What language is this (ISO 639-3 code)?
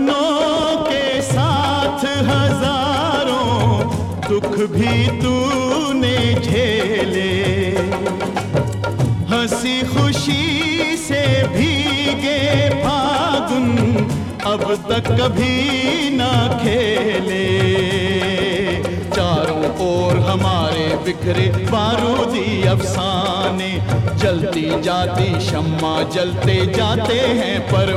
hin